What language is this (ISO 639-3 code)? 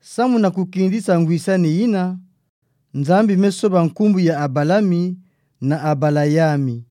ktu